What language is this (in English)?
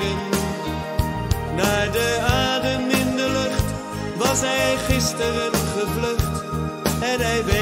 Dutch